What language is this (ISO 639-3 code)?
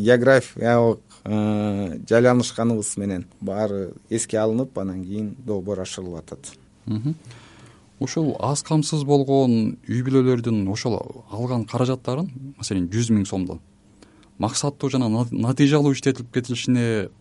kir